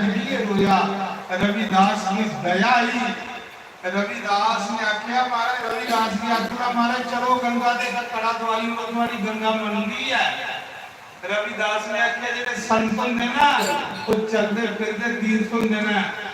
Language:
Dogri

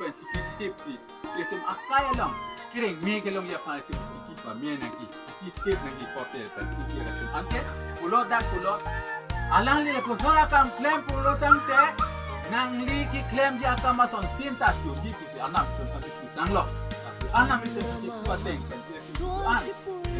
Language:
Karbi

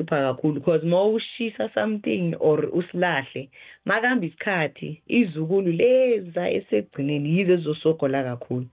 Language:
South Ndebele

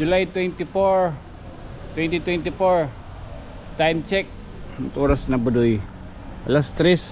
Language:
Waray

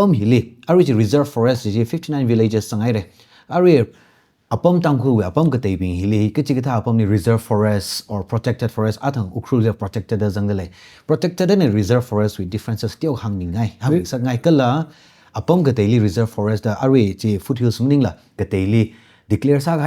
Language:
Tangkhul Naga (India)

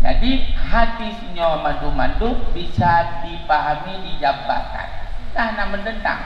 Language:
Achinese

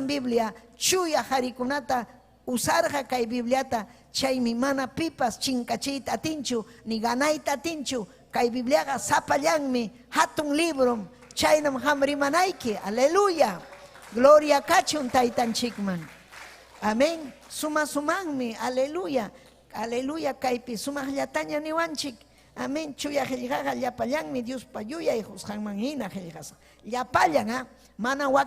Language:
Ayacucho Quechua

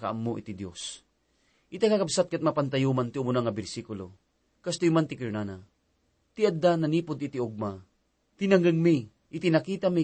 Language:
Iloko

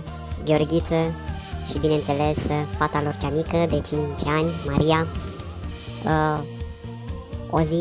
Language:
Romanian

